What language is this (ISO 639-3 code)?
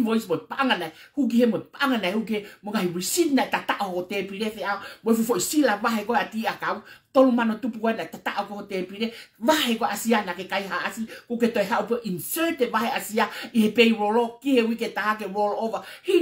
ton